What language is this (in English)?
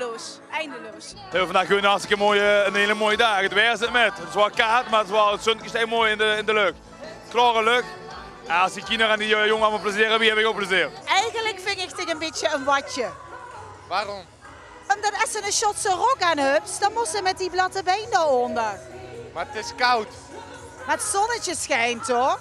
Limburgish